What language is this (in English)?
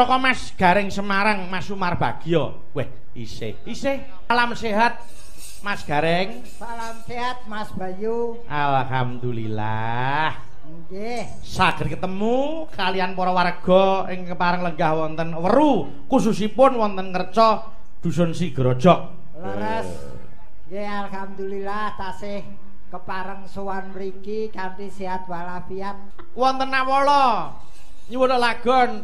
Javanese